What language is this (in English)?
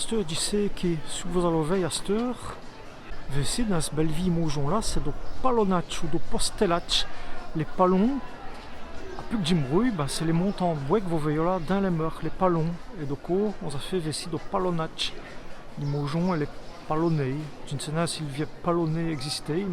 Walloon